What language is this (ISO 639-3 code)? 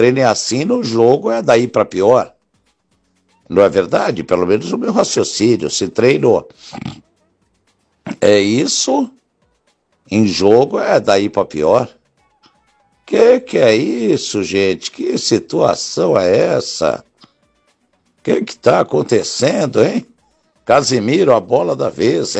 por